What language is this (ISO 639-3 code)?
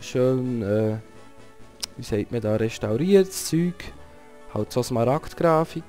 gsw